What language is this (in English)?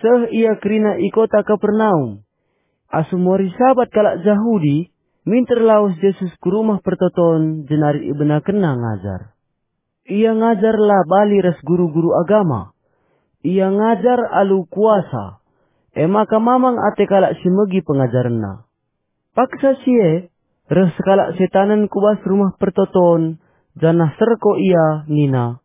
Batak Karo